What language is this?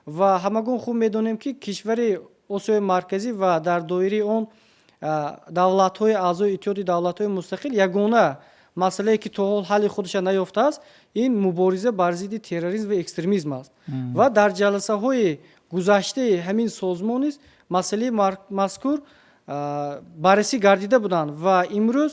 Tajik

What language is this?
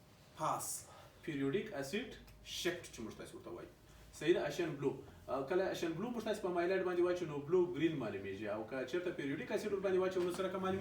Pashto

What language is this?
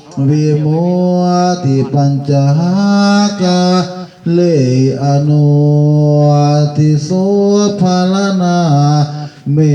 Pali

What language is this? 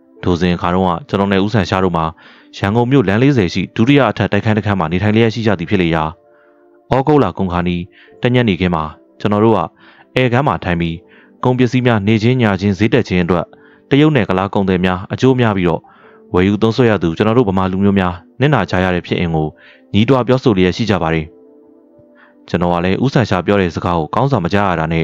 Burmese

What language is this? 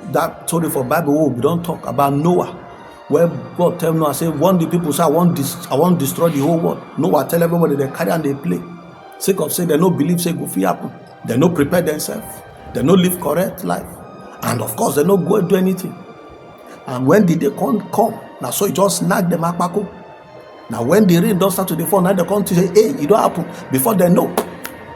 Nigerian Pidgin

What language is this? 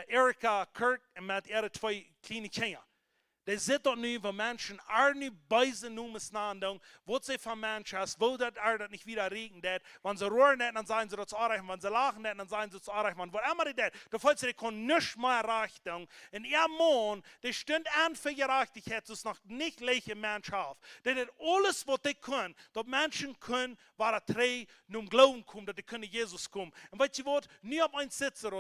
Plautdietsch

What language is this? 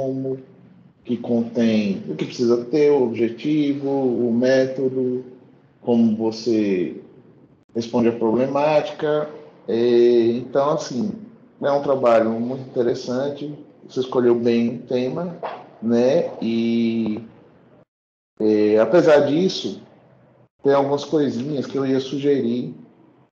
Portuguese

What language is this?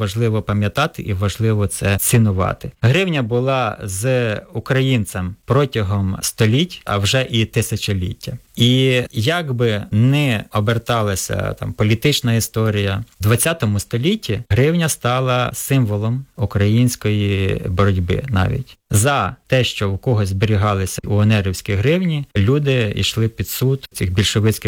Ukrainian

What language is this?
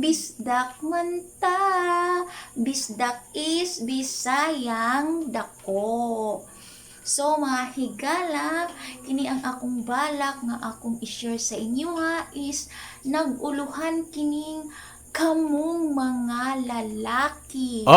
Cebuano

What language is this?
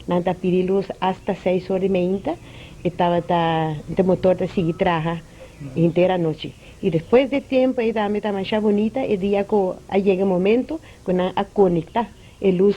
Papiamento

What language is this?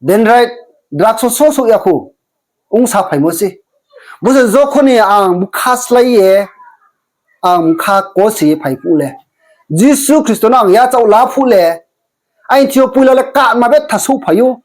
Riang (India)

